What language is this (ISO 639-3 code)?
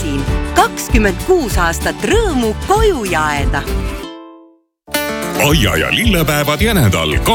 est